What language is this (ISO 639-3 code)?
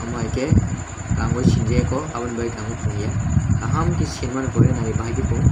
trp